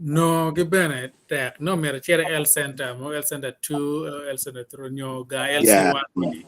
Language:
Acoli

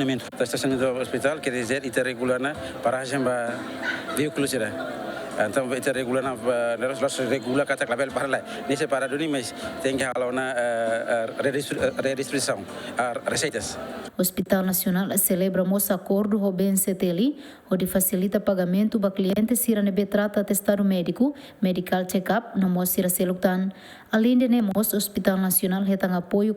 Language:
Tetum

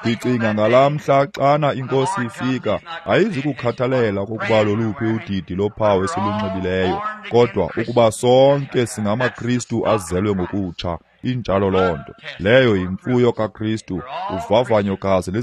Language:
Xhosa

